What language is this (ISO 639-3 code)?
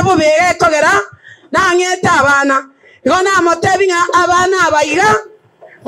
guz